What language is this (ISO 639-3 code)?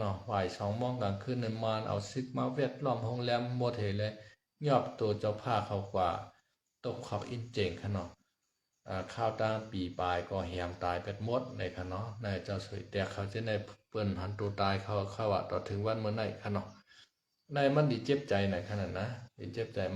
shn